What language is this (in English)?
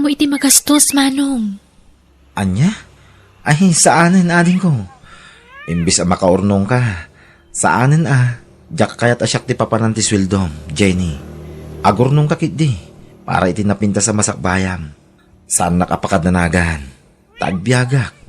Iloko